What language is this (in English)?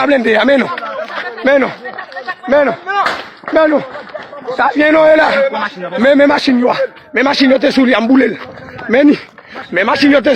Haitian Creole